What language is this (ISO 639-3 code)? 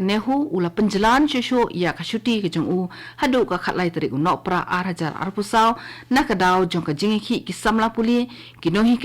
kha